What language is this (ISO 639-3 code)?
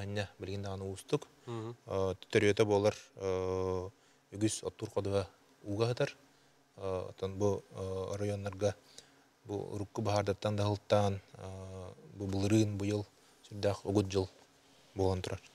sah